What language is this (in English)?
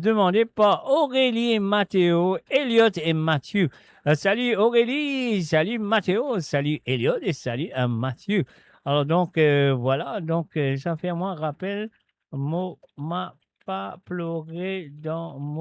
Morisyen